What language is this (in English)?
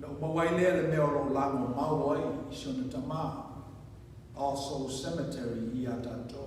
Samoan